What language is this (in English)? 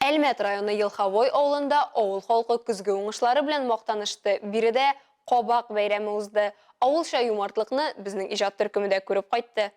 Tatar